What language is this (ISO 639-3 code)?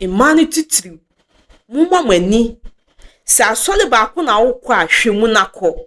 aka